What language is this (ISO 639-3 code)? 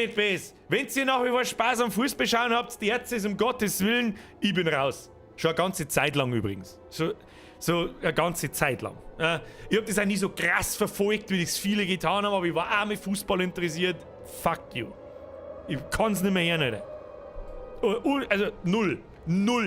bar